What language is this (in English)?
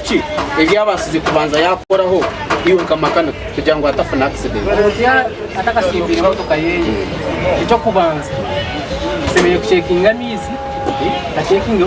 Nyankole